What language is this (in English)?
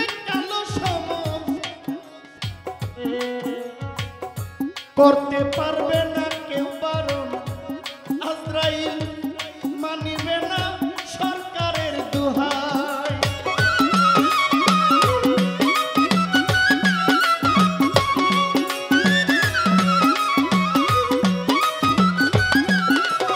Bangla